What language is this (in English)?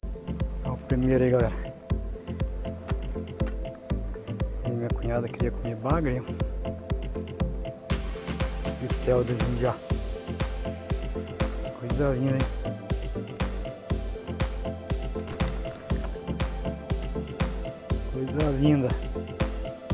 Portuguese